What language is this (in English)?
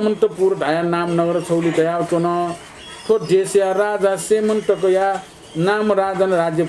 Newari